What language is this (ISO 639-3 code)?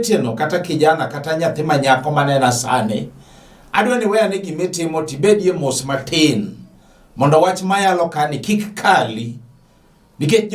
luo